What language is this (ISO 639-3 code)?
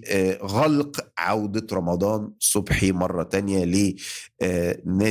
arz